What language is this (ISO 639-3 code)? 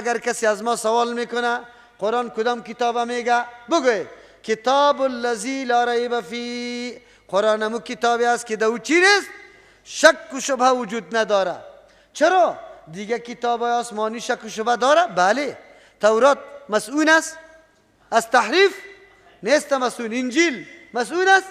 fas